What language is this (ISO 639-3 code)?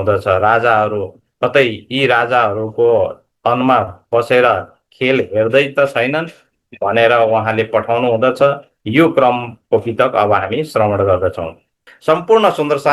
nep